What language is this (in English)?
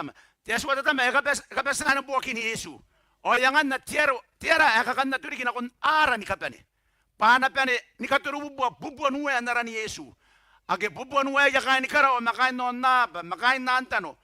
Gilbertese